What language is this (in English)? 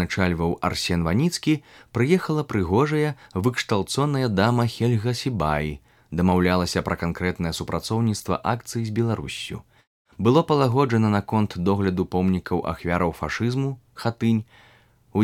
Belarusian